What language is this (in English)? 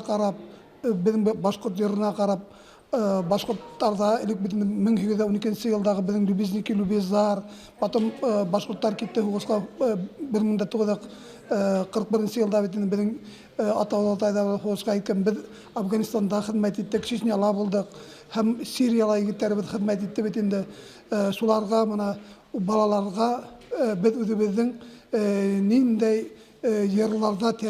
Bashkir